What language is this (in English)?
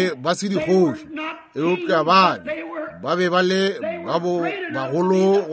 Northern Sotho